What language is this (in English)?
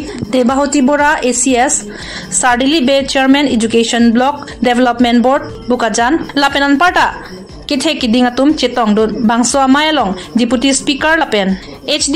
Karbi